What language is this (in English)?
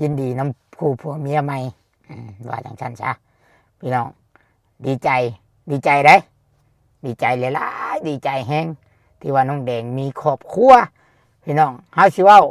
Lao